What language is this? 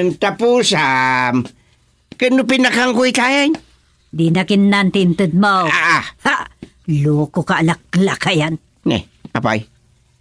Iloko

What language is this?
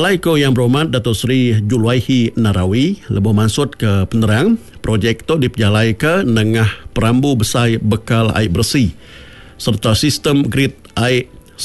Iban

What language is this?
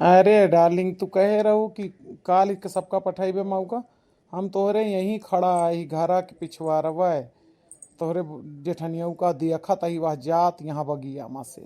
Awadhi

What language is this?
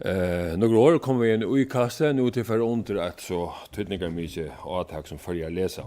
Faroese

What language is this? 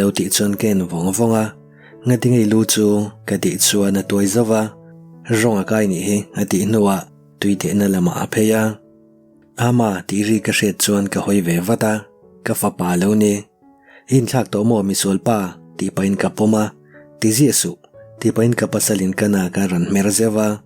Mizo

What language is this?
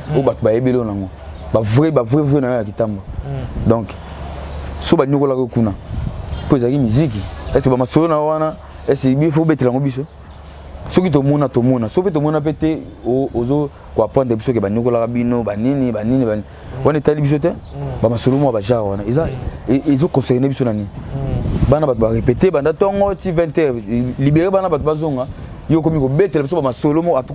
Lingala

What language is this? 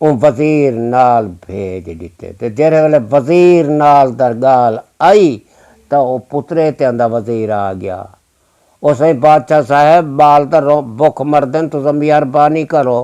Saraiki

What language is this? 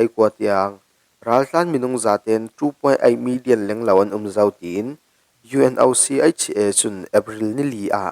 Falam Chin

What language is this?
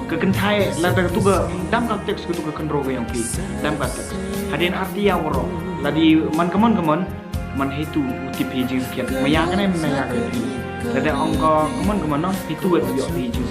Khasi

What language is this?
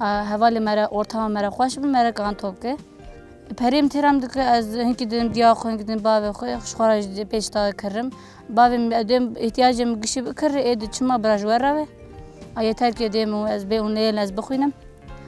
Kurdish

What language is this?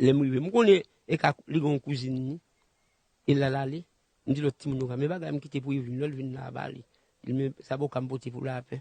Haitian Creole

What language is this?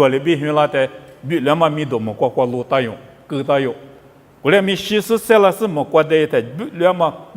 Lisu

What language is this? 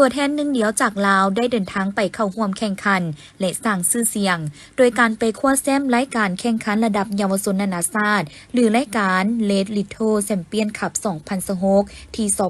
Lao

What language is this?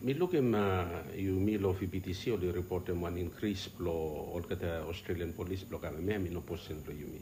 Bislama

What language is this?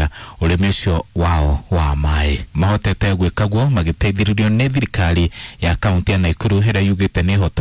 Kikuyu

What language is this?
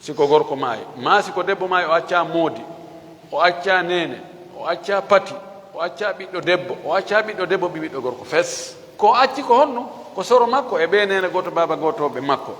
Fula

